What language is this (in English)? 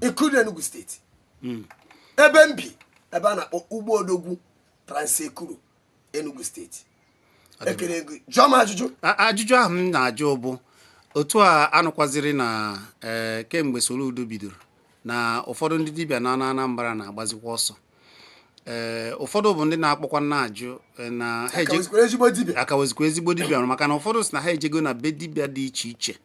Igbo